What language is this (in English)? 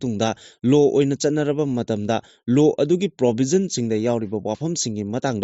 Manipuri